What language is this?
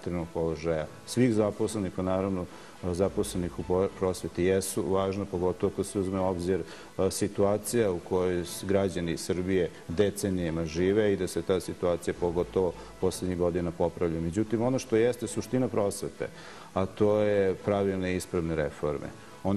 Serbian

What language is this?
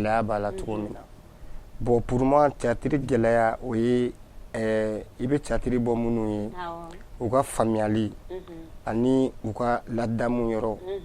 Bambara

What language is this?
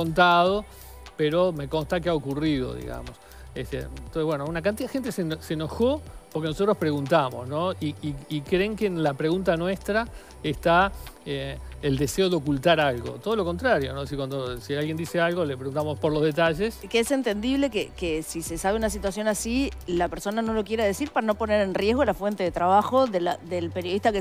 Spanish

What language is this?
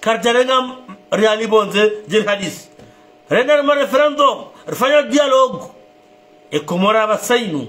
Ngazidja Comorian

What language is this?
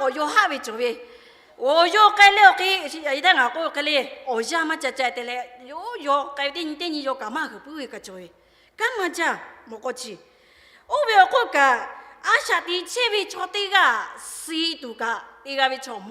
Lahu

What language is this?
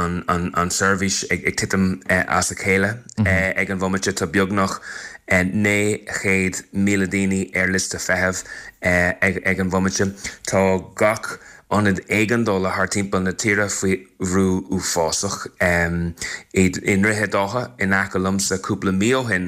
Irish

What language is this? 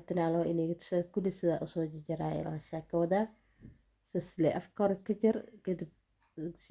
Somali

